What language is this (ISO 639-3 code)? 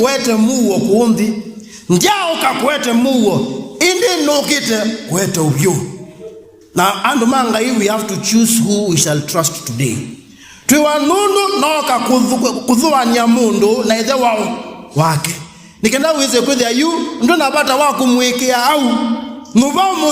kam